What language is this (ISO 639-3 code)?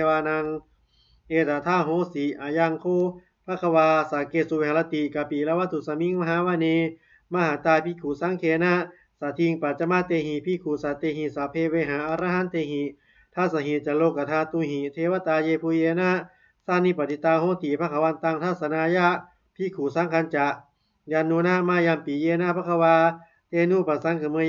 pli